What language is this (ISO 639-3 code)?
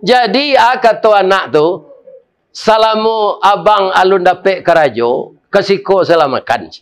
min